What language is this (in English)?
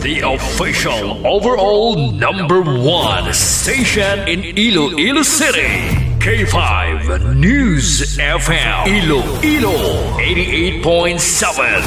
Hiligaynon